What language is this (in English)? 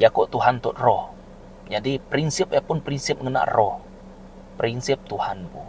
Iban